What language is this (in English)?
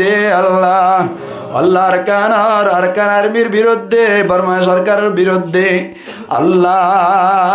Rohingya